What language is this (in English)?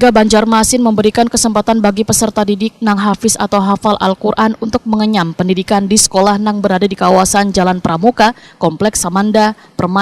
Banjar